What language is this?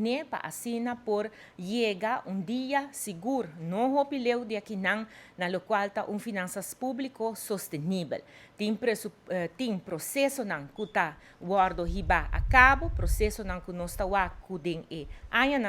Papiamento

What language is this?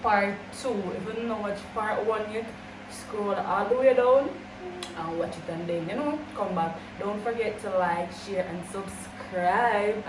Jamaican Creole English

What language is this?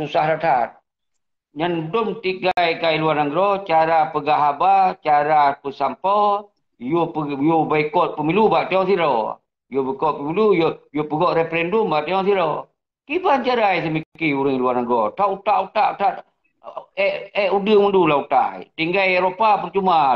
Achinese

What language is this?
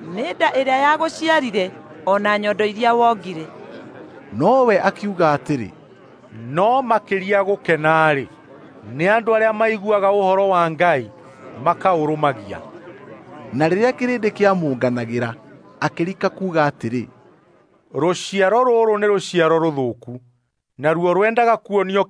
Kikuyu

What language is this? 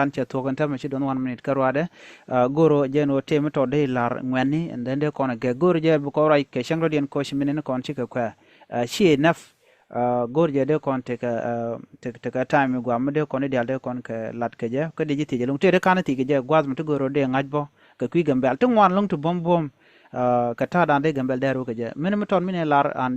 Nuer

